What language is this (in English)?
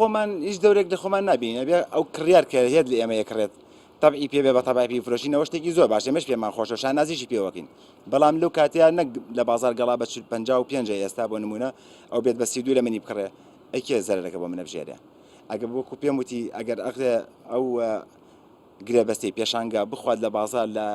Central Kurdish